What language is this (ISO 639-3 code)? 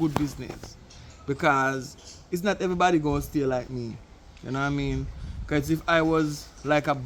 jam